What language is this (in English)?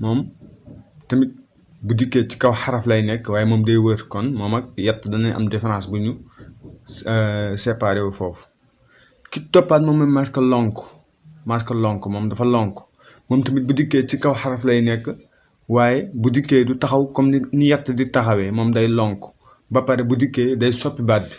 Wolof